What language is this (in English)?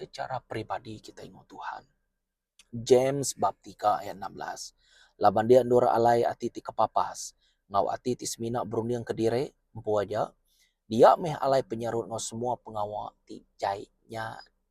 Iban